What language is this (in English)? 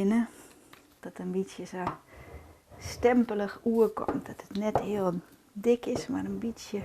Western Frisian